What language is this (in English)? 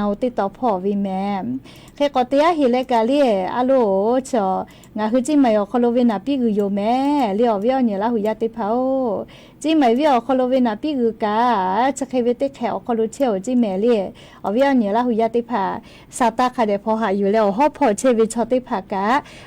Lahu